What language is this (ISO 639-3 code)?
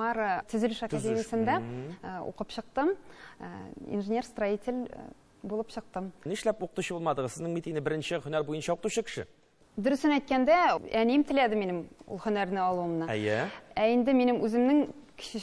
tat